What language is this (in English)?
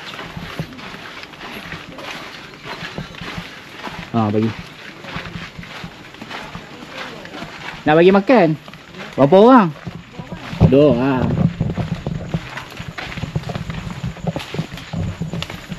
Malay